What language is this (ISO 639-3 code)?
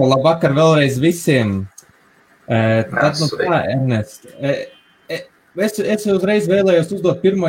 lav